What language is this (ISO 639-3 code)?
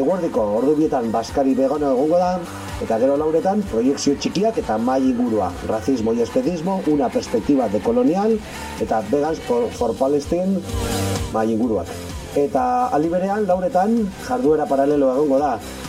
eus